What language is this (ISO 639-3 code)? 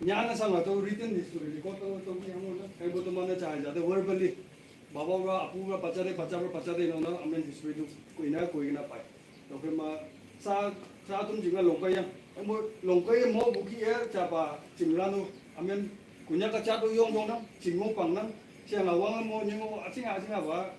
nag